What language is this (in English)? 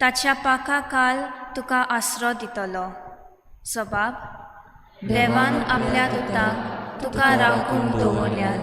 Konkani